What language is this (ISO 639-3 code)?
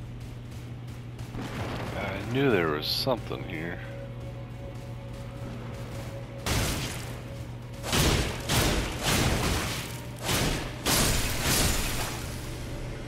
eng